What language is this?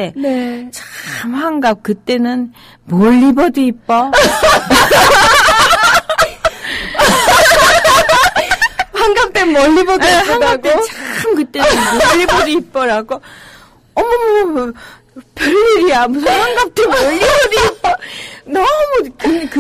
Korean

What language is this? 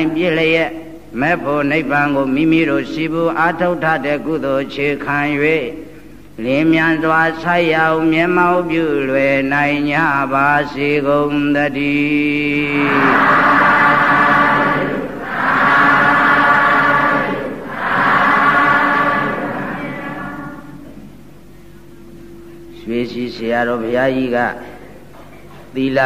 Burmese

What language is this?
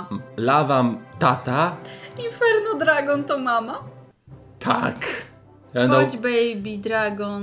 Polish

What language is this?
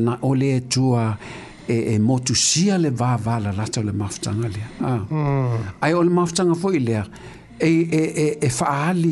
Samoan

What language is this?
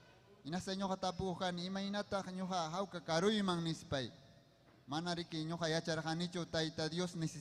Ayacucho Quechua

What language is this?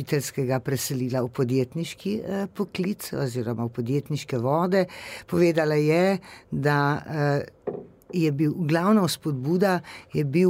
Slovenian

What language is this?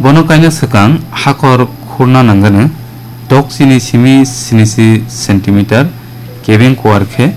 Kok Borok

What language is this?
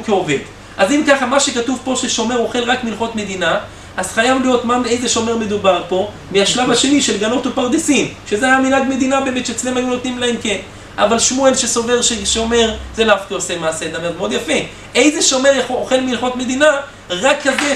Hebrew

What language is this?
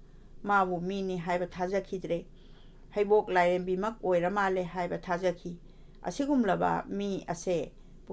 Manipuri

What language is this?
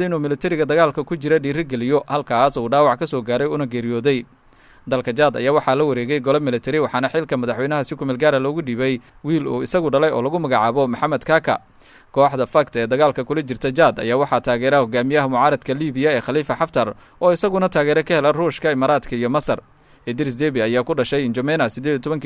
Somali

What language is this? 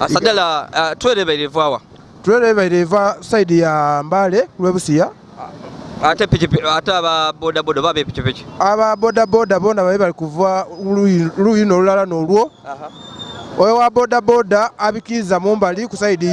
Ganda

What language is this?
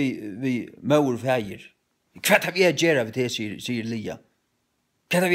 Faroese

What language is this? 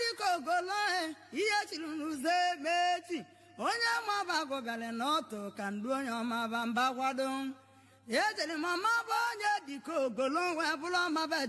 Igbo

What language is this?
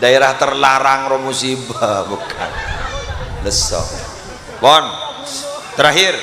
Madurese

